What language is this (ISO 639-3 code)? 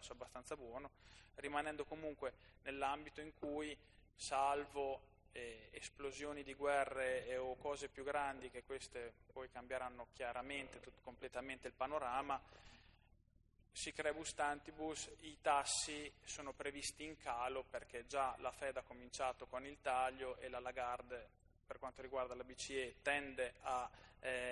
ita